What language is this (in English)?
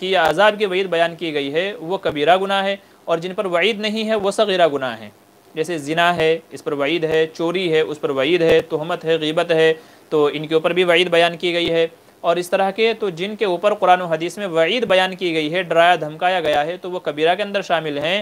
Urdu